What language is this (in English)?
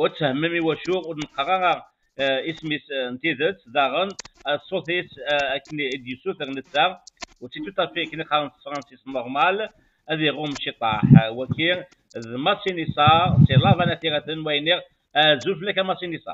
Kabyle